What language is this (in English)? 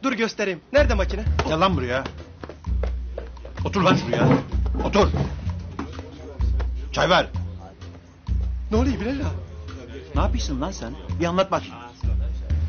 Turkish